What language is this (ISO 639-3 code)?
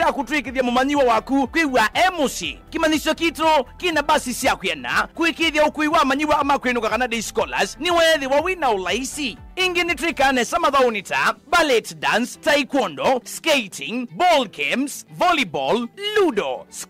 kam